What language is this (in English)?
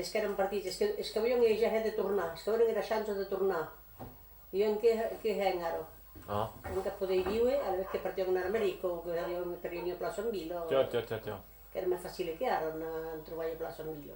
Occitan